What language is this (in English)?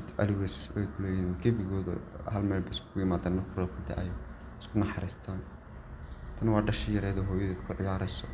Somali